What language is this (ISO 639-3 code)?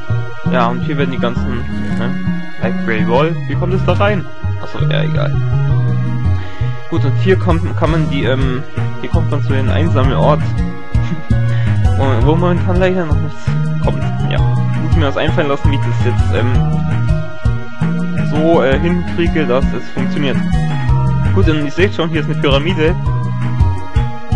deu